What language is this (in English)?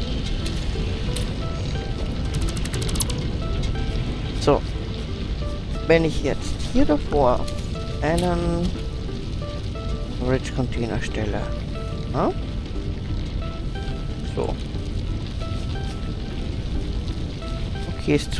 German